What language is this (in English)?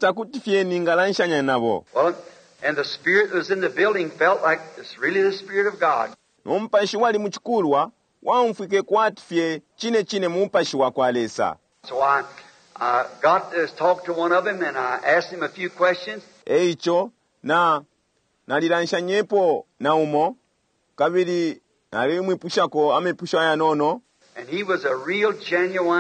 Bemba